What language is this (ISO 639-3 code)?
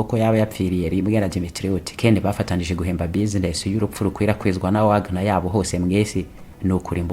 kin